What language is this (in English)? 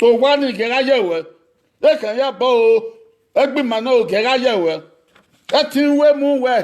Bini